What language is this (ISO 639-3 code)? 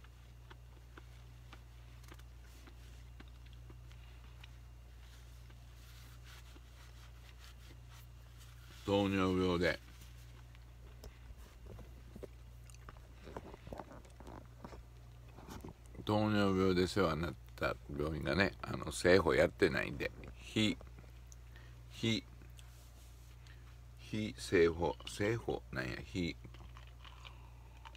jpn